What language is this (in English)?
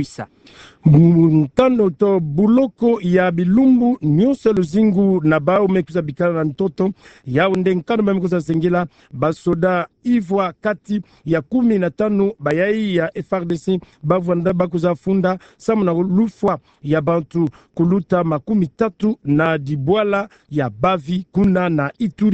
Kituba (Democratic Republic of Congo)